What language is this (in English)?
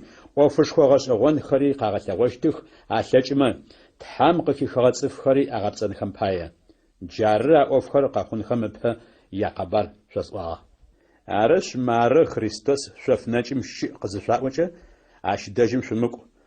Adyghe